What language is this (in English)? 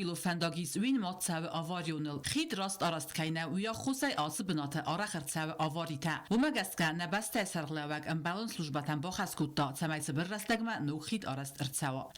Ossetic